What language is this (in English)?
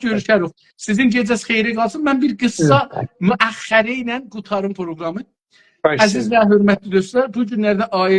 South Azerbaijani